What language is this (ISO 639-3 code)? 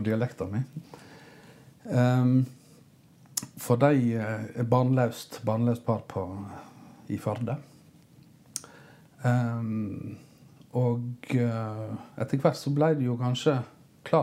nor